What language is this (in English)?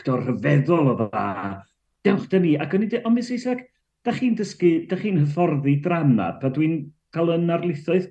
Welsh